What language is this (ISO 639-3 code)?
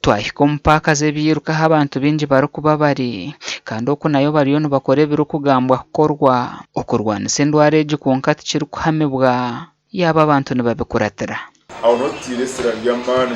nyn